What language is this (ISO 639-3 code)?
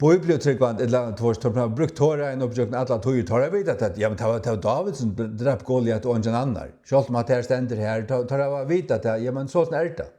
fao